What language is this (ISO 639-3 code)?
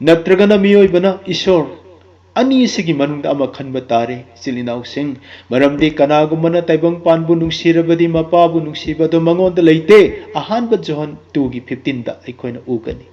mni